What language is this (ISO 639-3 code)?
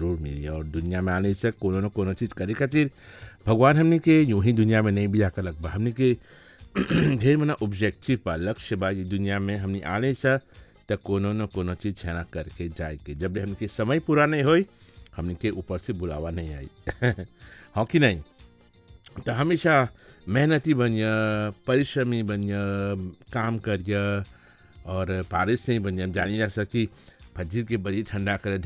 bho